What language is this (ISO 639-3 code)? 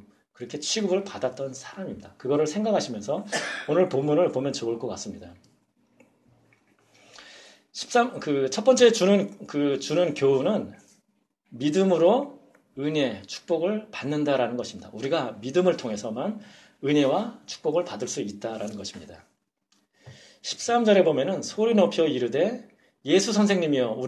kor